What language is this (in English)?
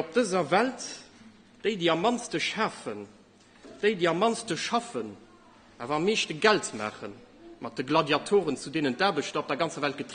Luxembourgish